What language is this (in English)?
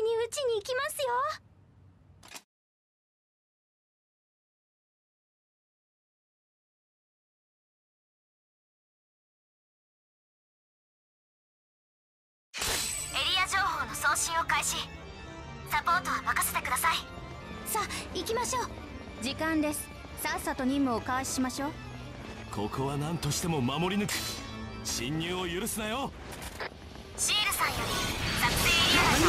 Japanese